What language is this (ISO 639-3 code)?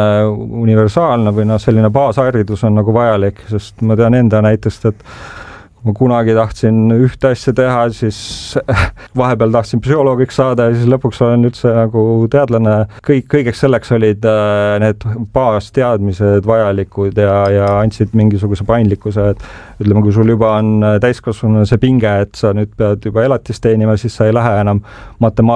est